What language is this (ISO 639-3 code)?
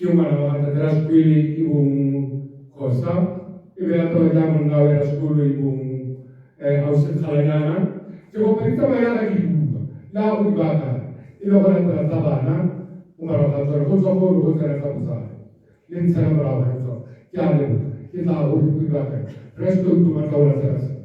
tsn